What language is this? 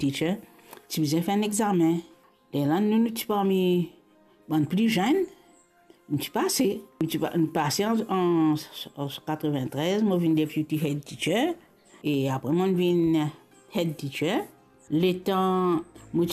Morisyen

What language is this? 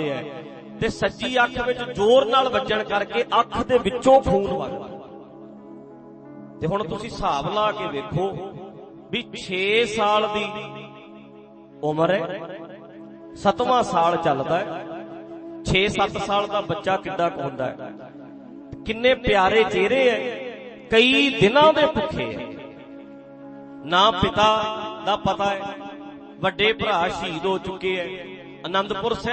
Punjabi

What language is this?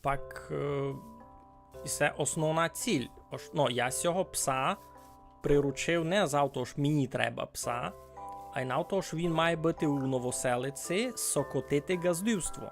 Rusyn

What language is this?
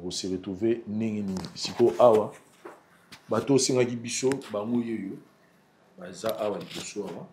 Lingala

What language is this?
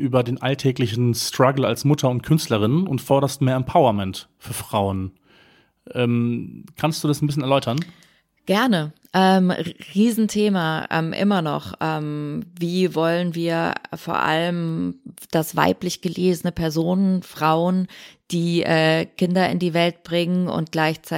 German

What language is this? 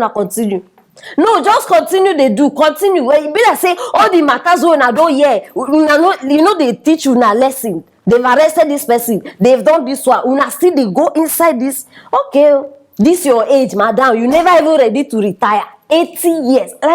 Nigerian Pidgin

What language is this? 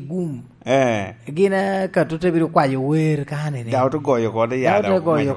Lango (Uganda)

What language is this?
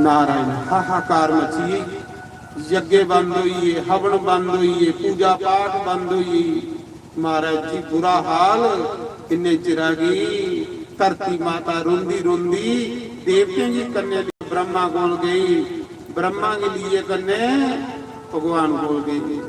Dogri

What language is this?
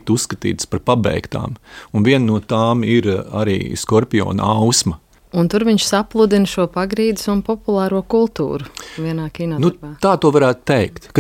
Latvian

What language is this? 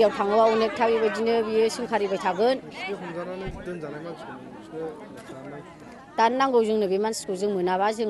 Bodo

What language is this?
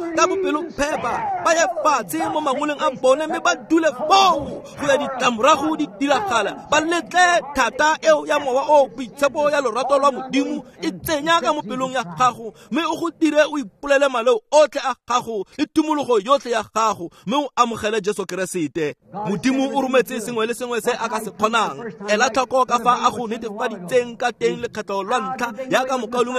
Tswana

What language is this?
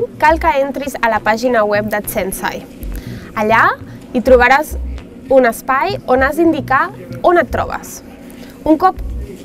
Catalan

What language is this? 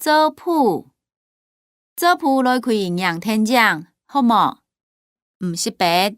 Hakka Chinese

